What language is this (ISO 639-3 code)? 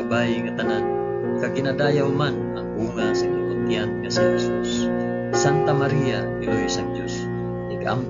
hil